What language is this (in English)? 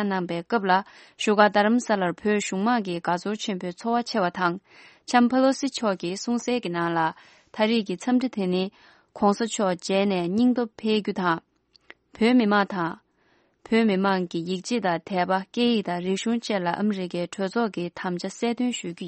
Tibetan